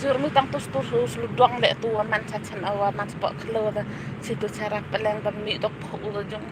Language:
Khasi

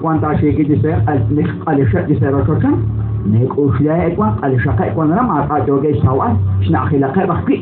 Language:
Kekchí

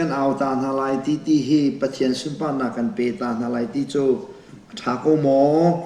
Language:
Hakha Chin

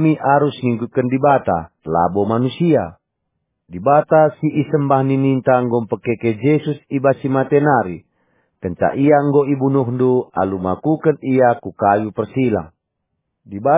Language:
Batak Karo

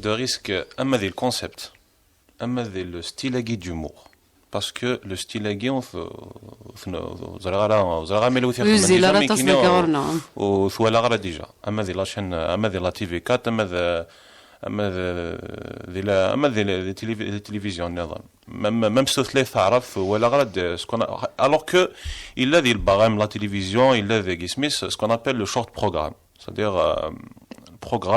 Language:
Kabyle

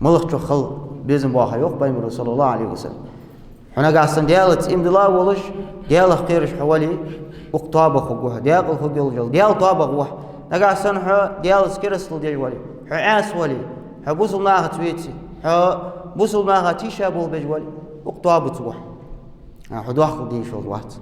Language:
Ingush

